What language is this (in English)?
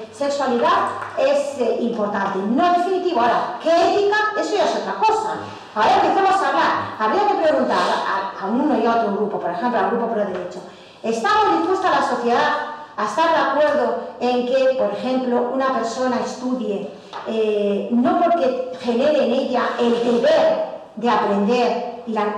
Spanish